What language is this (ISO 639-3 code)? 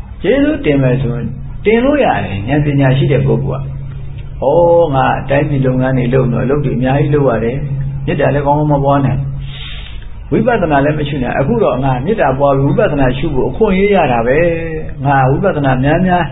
mya